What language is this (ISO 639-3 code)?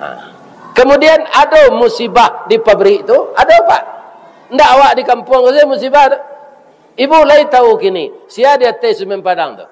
min